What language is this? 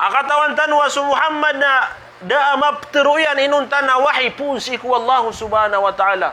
Maranao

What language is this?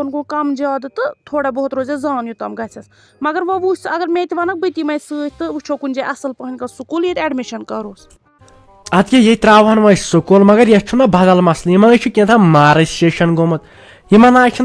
Kashmiri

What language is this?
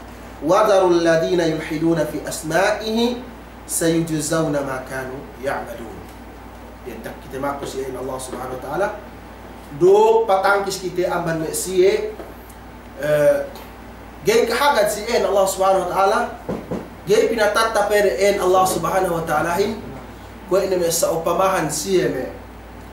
Yakan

